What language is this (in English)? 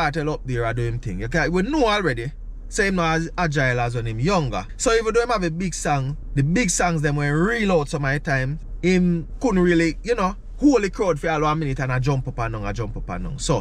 Jamaican Creole English